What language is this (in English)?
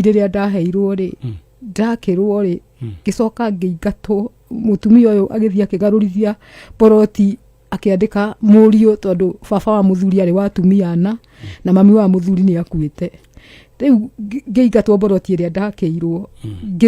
Kikuyu